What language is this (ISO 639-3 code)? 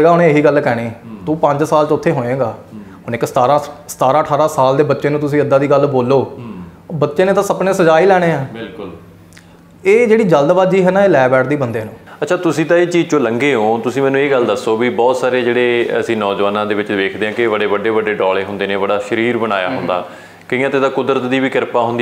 pan